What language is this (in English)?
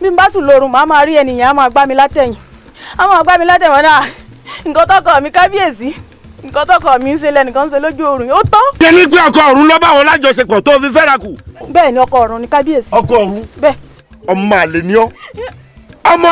Yoruba